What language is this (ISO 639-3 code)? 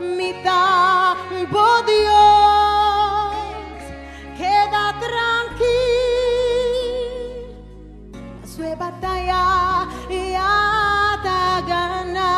pap